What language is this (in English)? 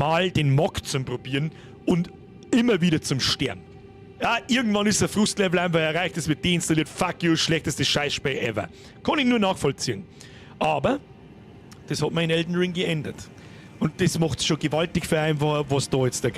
Bavarian